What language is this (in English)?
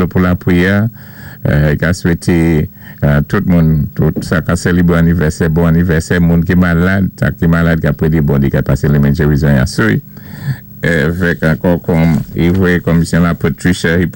Saint Lucian Creole French